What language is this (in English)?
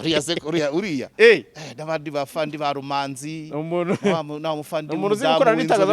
Kinyarwanda